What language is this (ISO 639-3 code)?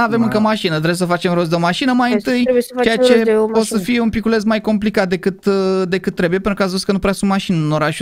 ron